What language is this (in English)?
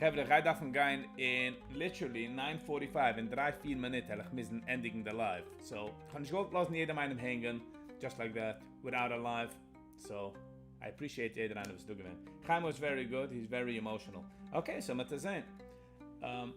Yiddish